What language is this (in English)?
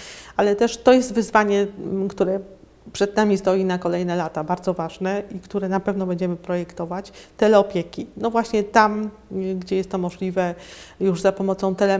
Polish